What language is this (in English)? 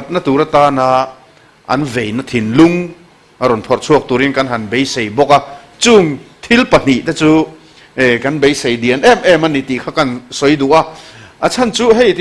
Mizo